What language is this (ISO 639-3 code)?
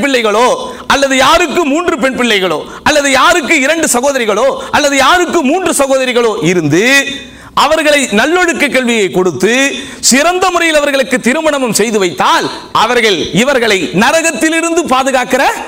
tam